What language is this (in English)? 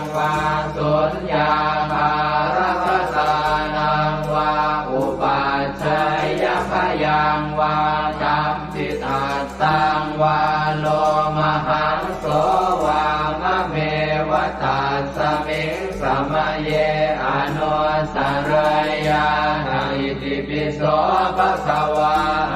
Pali